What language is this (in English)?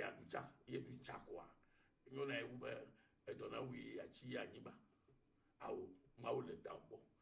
Ewe